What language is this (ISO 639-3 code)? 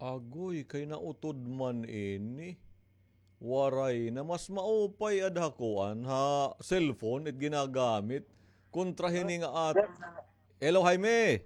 war